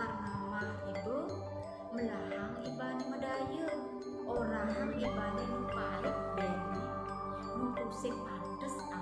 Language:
Balinese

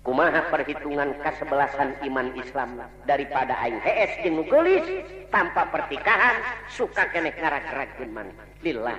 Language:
Sundanese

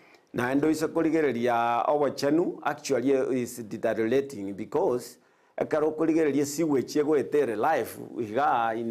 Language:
Gusii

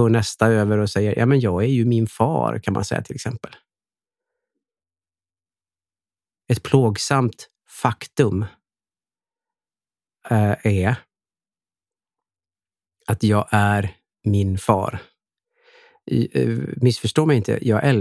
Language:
Swedish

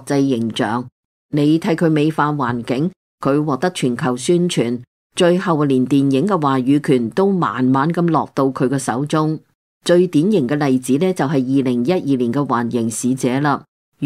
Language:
Cantonese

